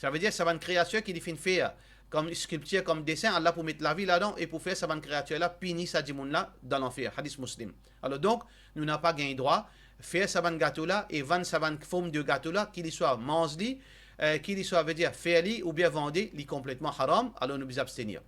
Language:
Morisyen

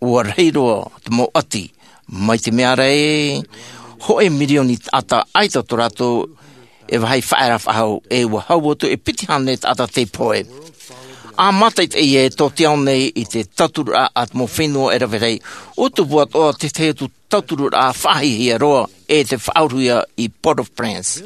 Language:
Tahitian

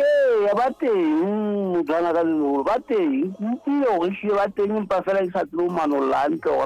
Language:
Southern Sotho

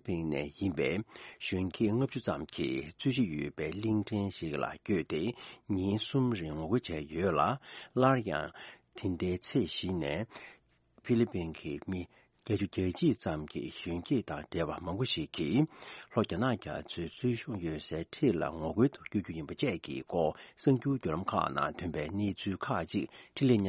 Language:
Tibetan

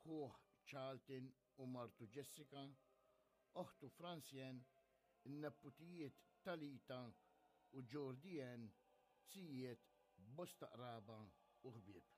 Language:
Maltese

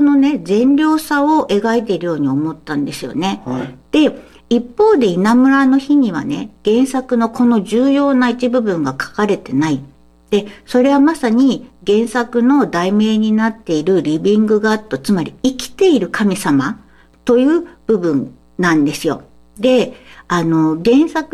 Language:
Japanese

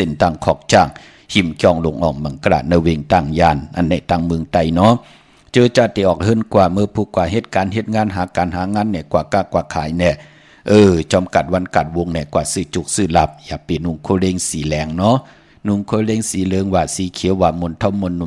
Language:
Shan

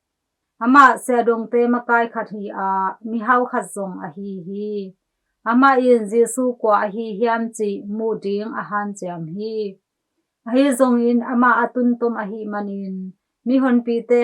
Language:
Tedim Chin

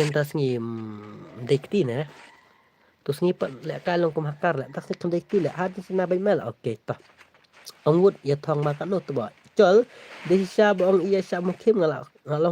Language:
Khasi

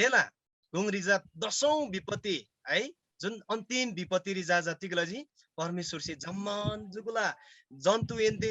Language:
Eastern Tamang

